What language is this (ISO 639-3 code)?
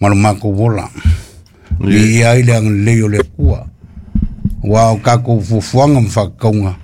smo